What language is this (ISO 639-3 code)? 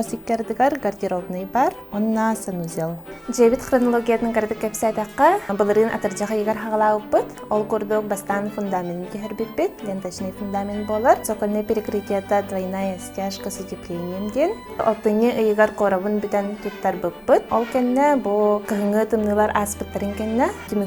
sah